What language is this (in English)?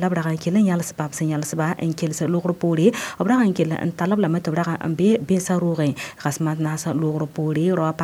Mossi